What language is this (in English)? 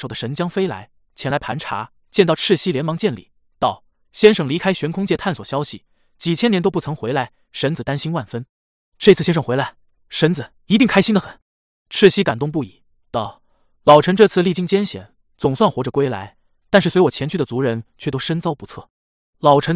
Chinese